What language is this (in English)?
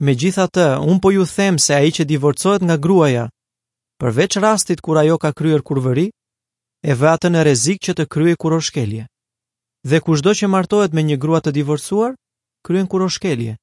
Albanian